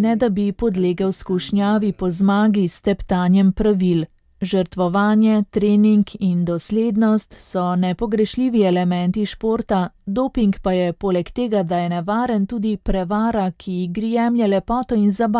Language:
Slovenian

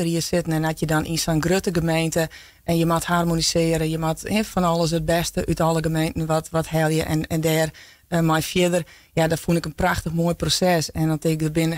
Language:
Western Frisian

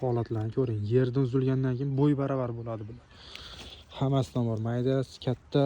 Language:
Uzbek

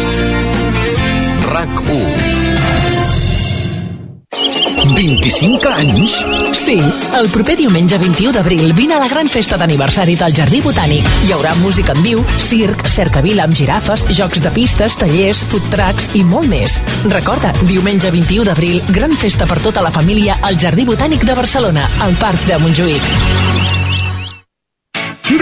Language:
Catalan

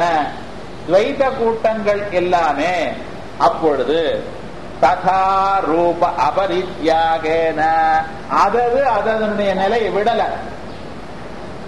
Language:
Tamil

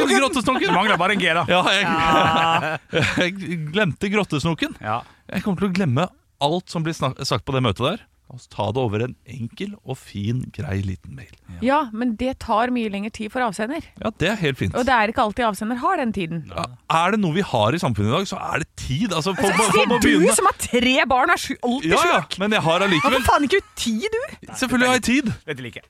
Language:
Norwegian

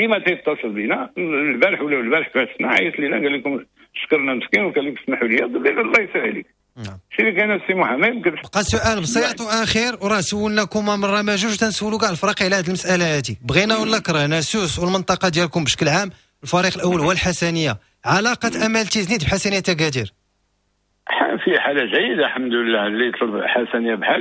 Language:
Moroccan Arabic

